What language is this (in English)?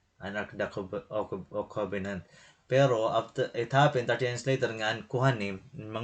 Waray